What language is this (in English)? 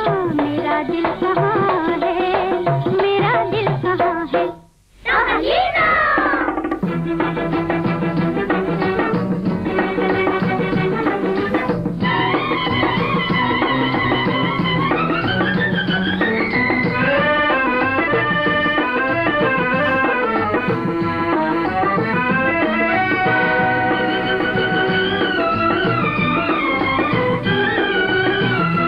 Hindi